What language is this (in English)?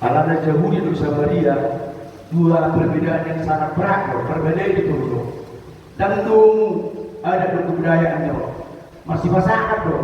Batak Toba